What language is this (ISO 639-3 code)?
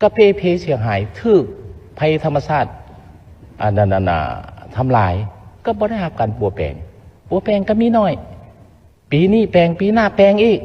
lao